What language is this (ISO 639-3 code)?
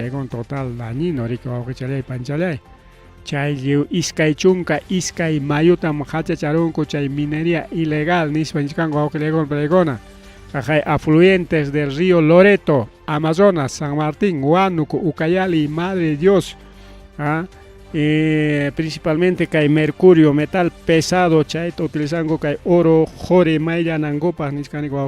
quy